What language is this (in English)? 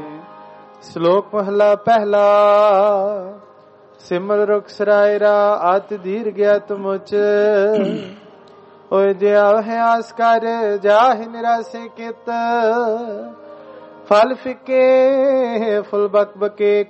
Punjabi